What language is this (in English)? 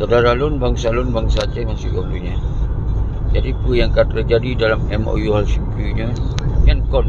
Achinese